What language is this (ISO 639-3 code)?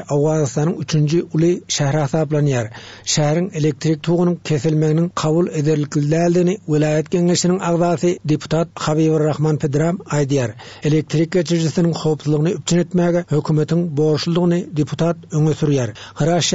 tuk